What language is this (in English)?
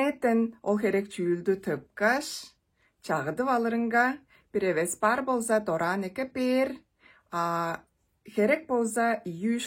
Tuvinian